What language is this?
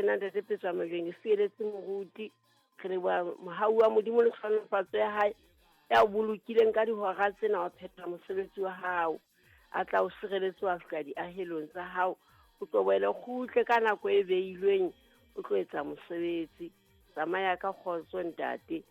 Southern Sotho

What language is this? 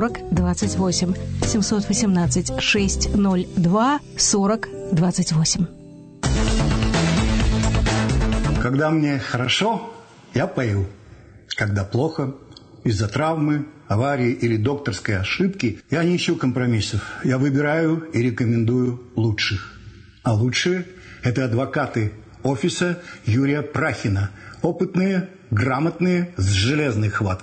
Russian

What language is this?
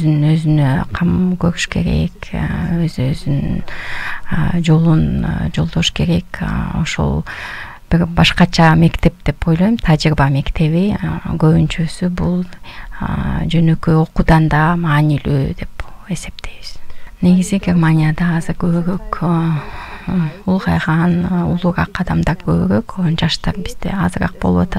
Kyrgyz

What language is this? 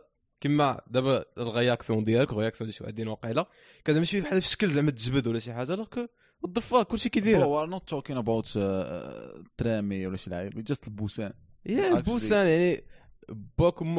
Moroccan Arabic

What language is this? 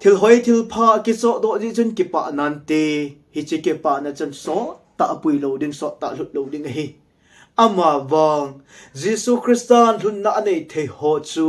Thado Chin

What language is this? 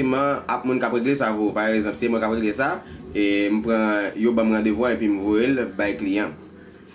Haitian Creole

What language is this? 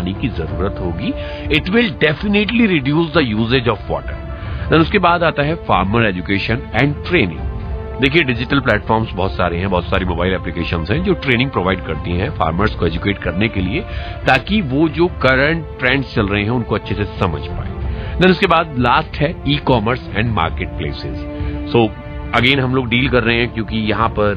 Hindi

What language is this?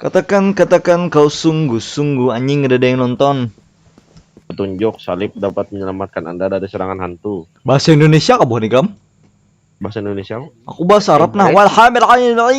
Banjar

